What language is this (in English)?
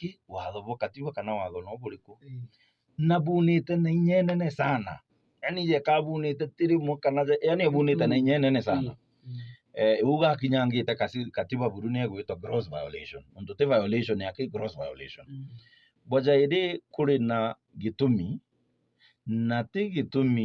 Meru